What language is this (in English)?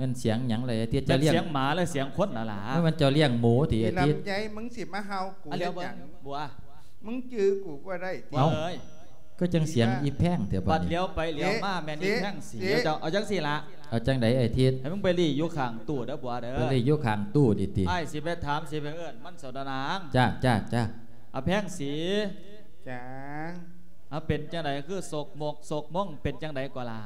Lao